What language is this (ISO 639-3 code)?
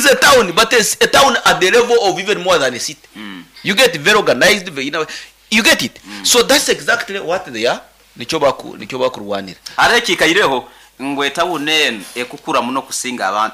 nyn